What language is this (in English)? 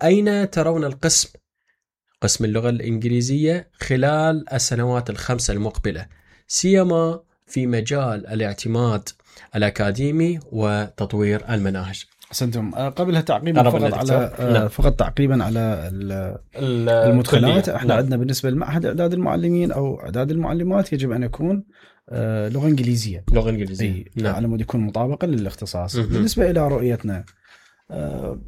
Mesopotamian Arabic